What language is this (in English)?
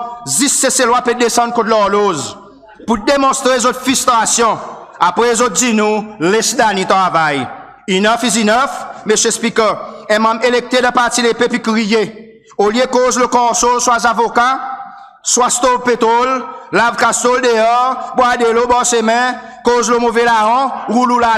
Seselwa Creole French